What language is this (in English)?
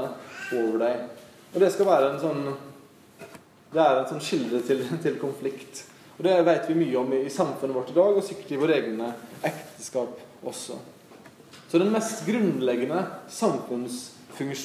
Norwegian